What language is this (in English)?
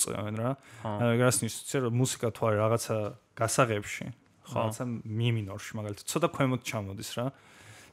Georgian